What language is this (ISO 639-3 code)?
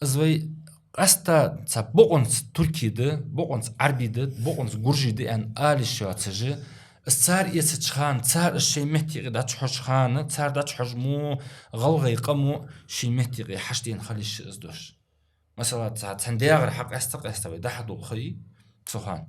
inh